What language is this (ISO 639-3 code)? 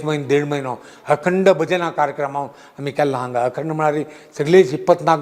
kok